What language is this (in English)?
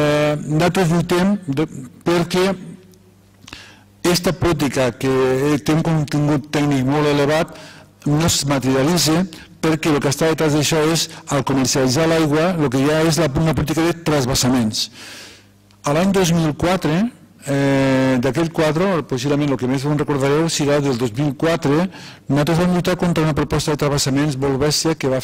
Catalan